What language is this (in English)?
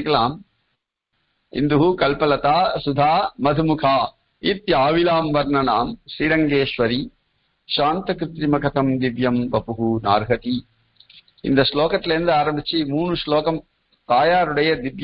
Tamil